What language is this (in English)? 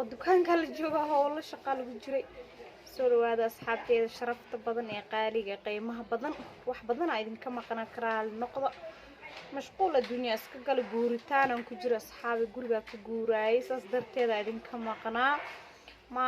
Somali